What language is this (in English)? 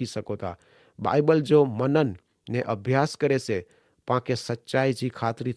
Kachhi